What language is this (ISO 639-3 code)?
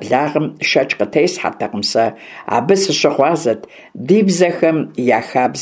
kbd